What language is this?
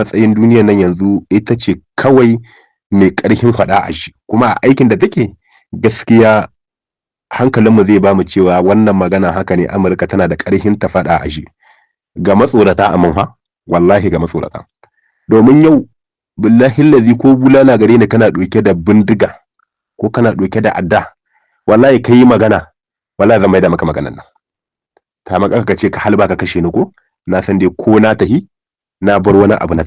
Hausa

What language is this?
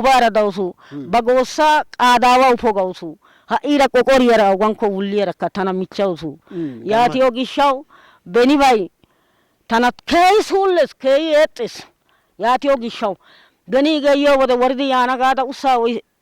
Wolaytta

